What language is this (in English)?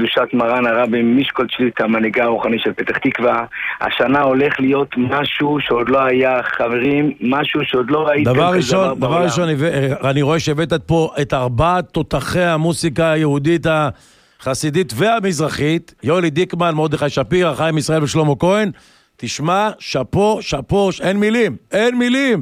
Hebrew